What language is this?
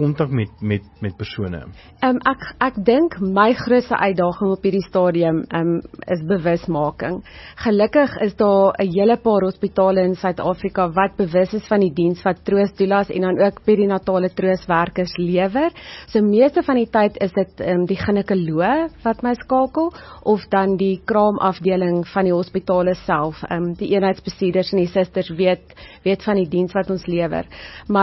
Afrikaans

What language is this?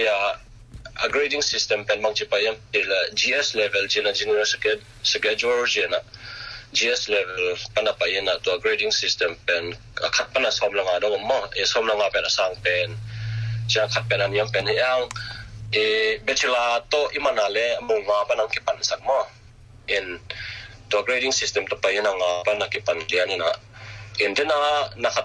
Tedim Chin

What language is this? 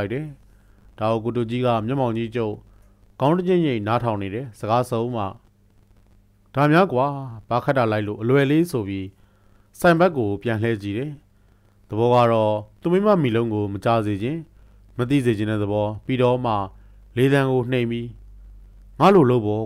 Burmese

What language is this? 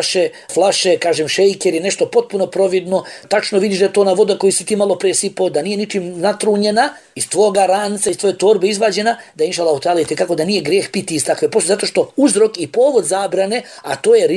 Bosnian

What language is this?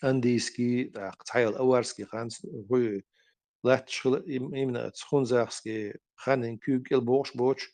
Chechen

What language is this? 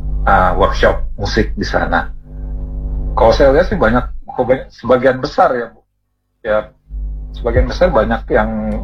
Indonesian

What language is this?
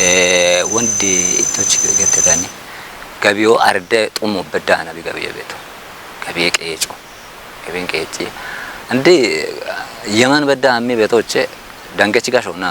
Kafa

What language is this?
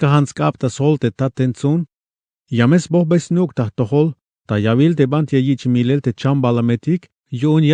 Tzeltal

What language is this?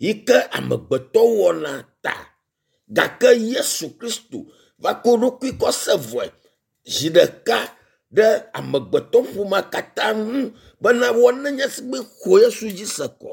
Ewe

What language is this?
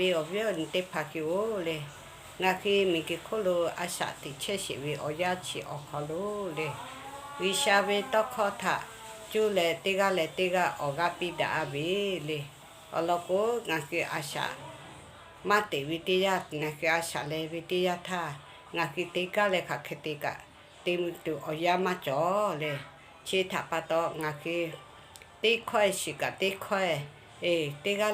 Lahu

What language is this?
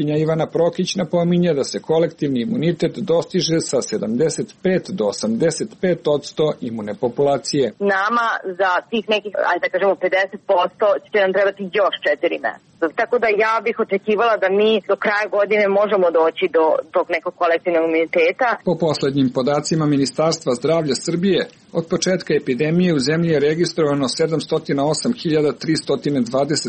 Serbian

